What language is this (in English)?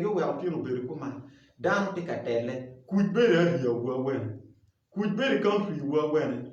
Acoli